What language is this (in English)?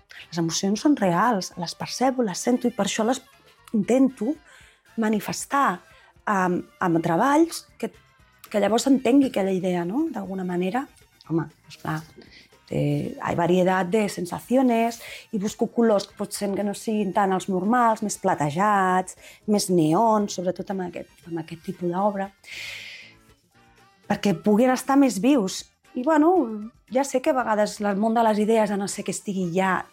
Catalan